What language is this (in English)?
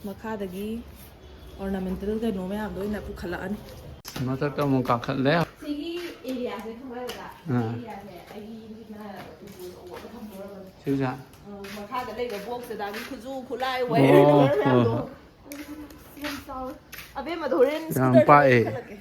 Manipuri